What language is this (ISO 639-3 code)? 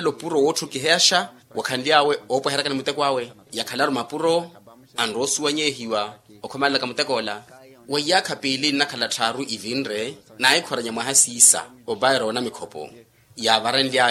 vmw